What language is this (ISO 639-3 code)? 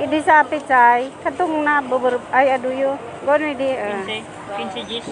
bik